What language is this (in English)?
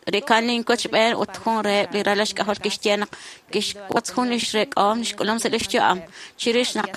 Kekchí